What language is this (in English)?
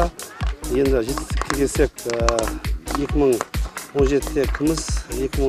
Kazakh